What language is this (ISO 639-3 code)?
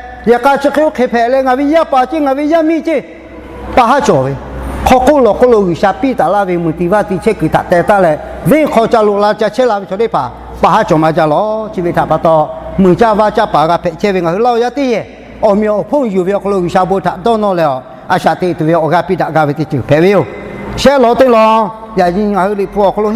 lhu